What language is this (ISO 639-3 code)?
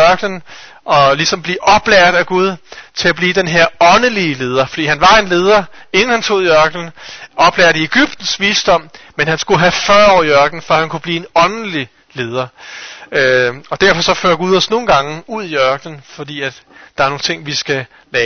dan